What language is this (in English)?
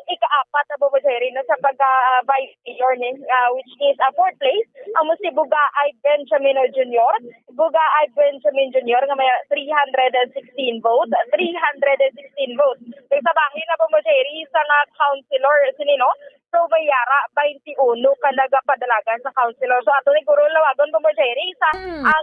Hiligaynon